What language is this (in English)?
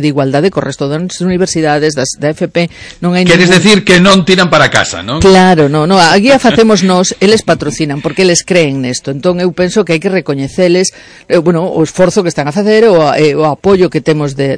Galician